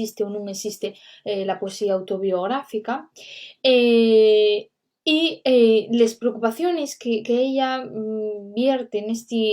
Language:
Asturian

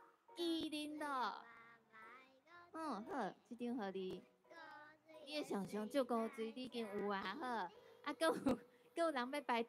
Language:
Min Nan Chinese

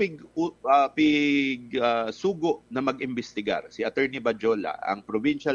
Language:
Bikol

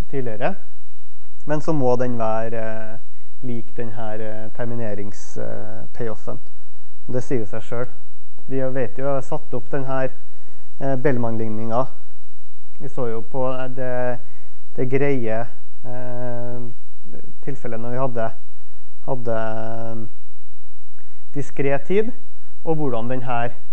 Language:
Norwegian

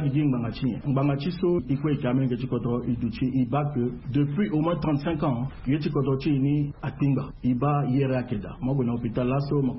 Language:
Sango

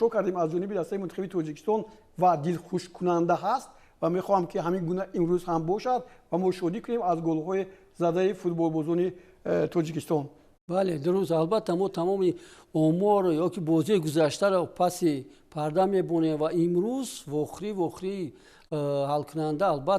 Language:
Tajik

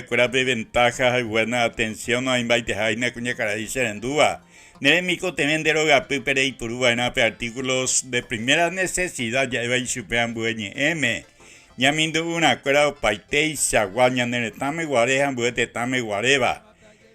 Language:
Guarani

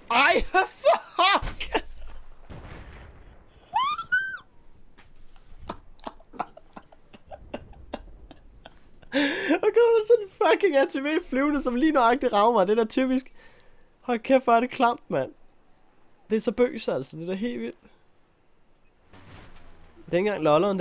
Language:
Danish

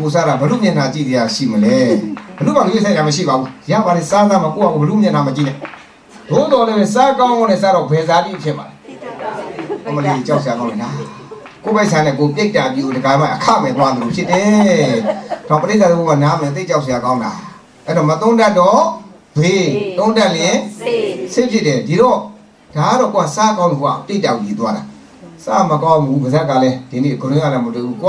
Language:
Burmese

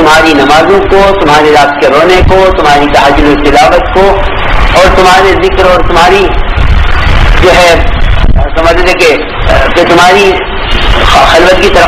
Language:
Urdu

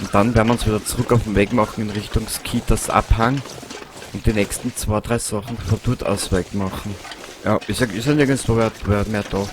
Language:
Bavarian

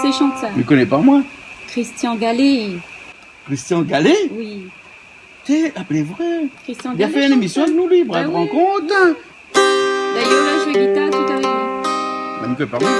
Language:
Réunion Creole French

